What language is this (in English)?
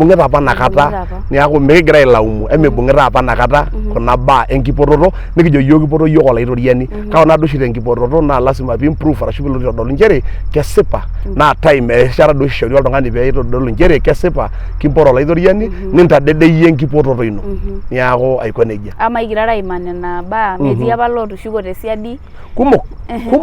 Masai